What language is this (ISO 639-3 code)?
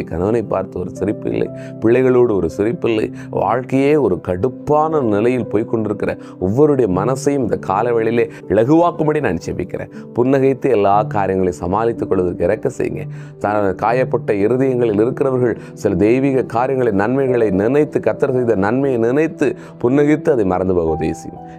tam